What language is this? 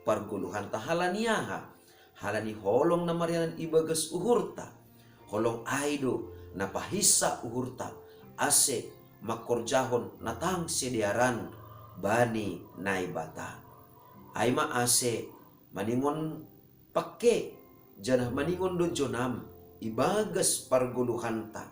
Batak Simalungun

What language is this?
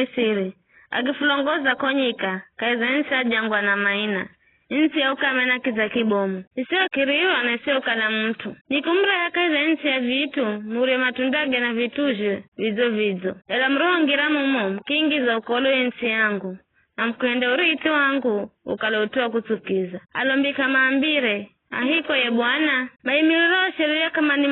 Giryama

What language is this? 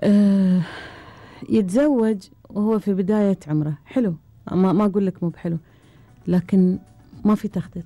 Gulf Arabic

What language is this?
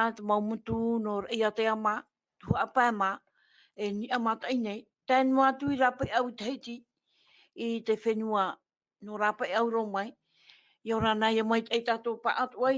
Tahitian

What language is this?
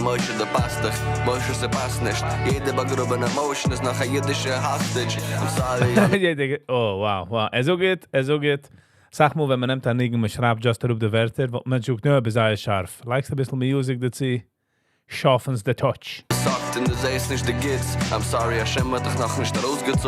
Yiddish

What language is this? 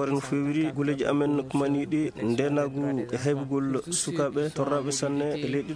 Fula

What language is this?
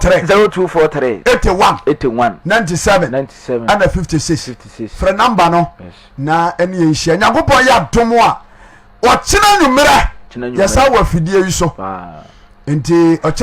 Akan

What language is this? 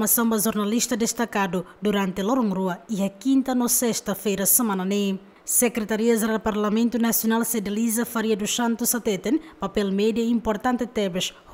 Tetum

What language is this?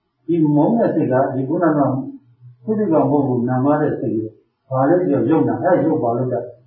Burmese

